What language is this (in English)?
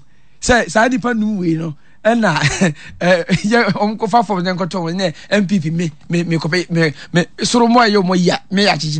Akan